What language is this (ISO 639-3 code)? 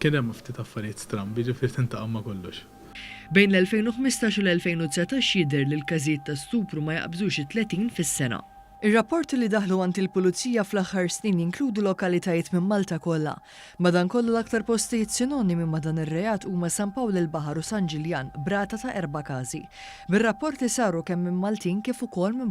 mlt